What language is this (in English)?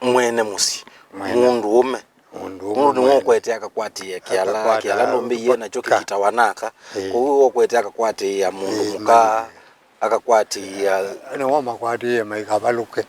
Kamba